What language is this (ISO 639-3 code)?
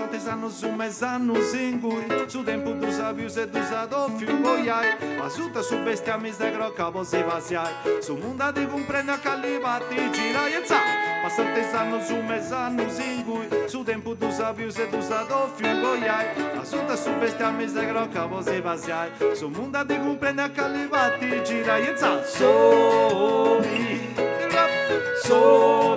srd